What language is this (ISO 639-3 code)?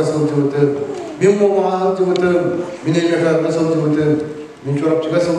sah